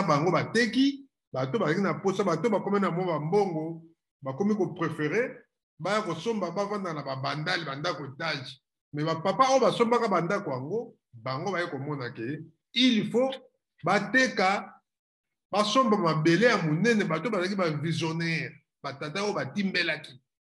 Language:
Lingala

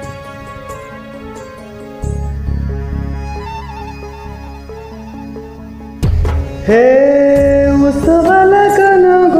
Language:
Marathi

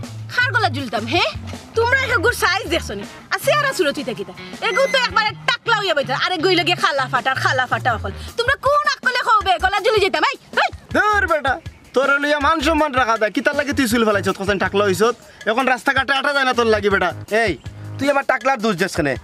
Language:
Sylheti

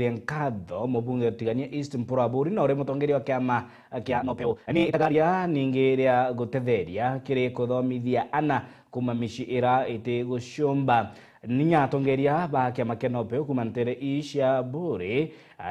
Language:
Meru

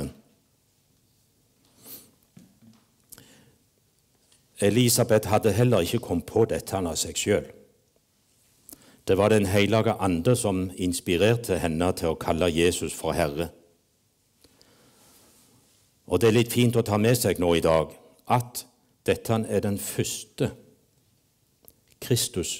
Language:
Norwegian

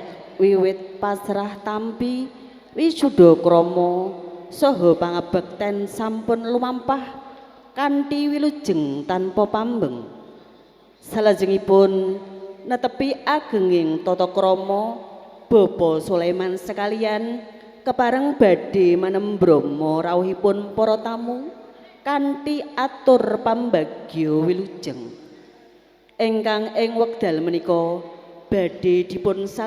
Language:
Javanese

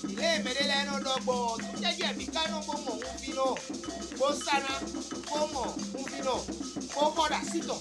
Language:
Fon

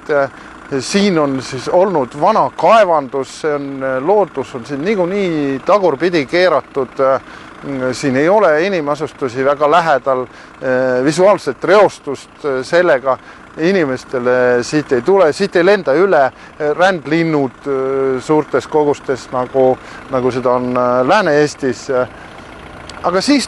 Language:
Estonian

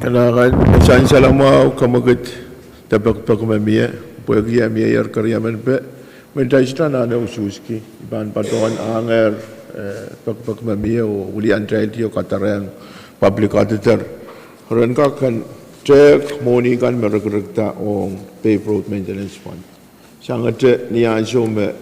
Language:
Pohnpeian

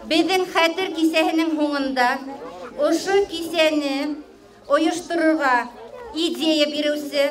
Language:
Bashkir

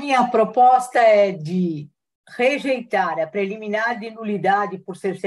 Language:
Portuguese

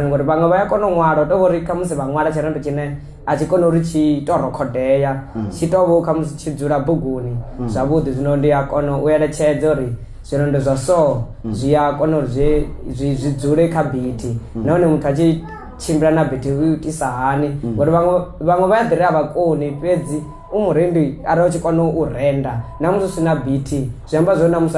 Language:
Venda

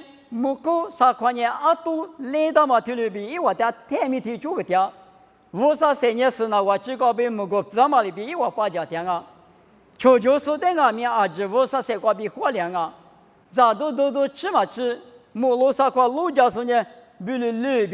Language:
Lisu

